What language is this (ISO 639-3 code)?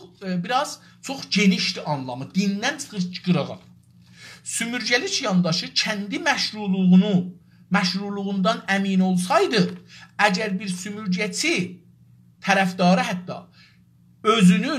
azb